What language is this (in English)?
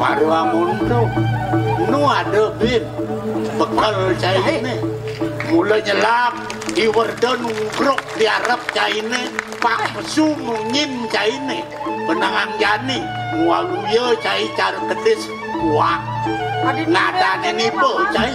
Balinese